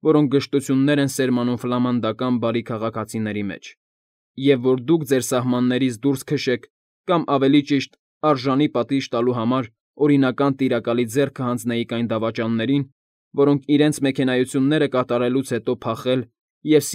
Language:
Armenian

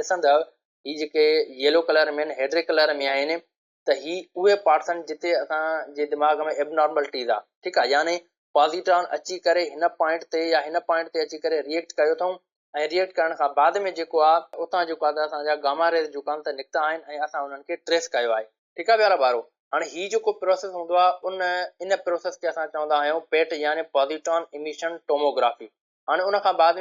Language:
Sindhi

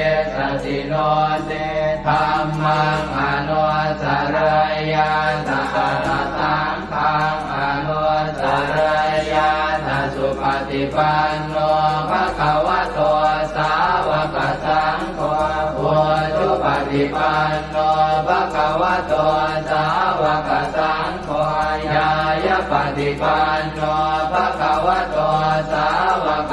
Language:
Pali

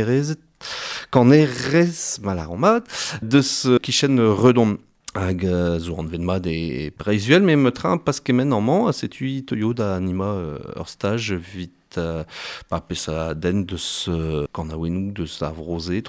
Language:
Breton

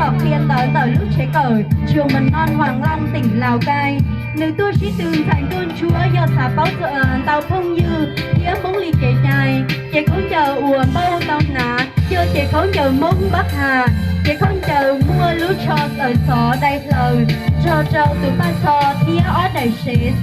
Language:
Hmong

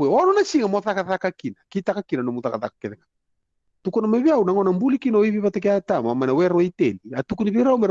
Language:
Fijian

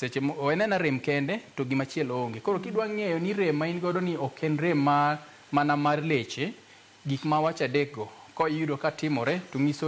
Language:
Luo (Kenya and Tanzania)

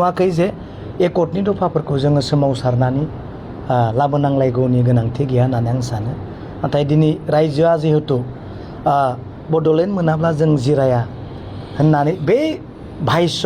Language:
Bodo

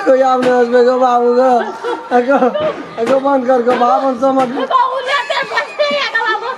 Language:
Maithili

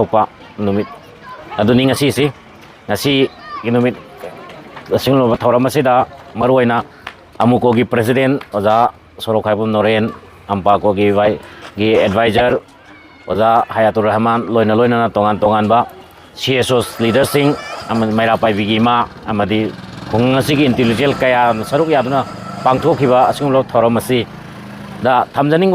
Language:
Manipuri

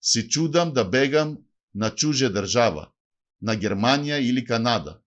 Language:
Macedonian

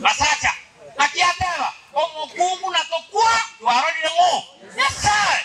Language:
Gusii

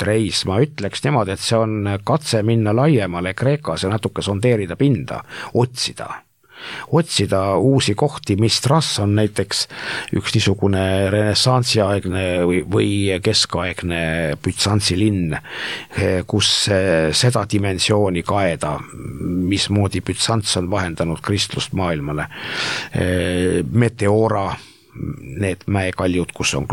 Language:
Estonian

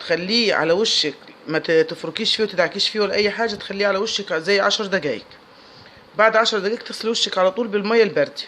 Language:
Egyptian Arabic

